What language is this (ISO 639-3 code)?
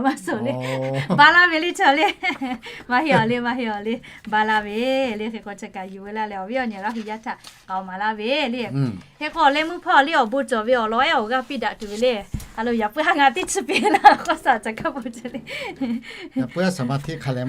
lhu